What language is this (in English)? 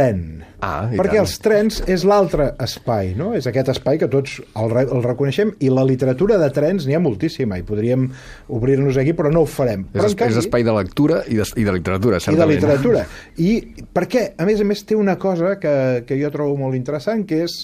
Catalan